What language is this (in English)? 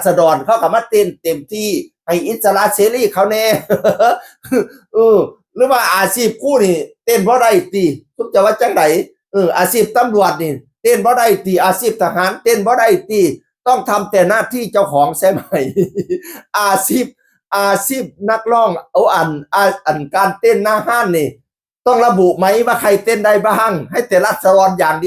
Northeastern Thai